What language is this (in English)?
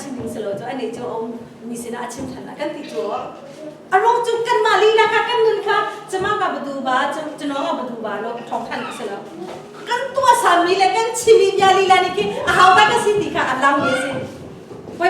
Hakha Chin